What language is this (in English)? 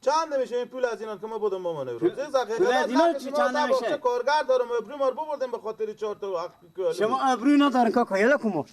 Persian